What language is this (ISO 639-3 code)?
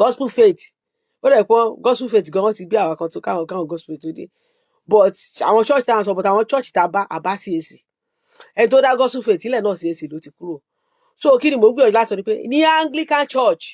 yor